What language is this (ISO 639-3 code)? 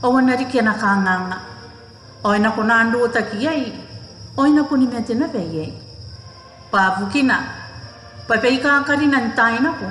gil